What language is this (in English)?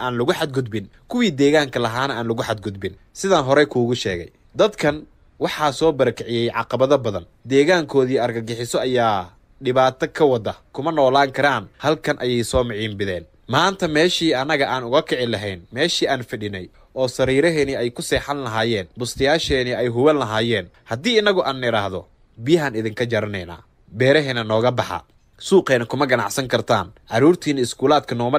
Somali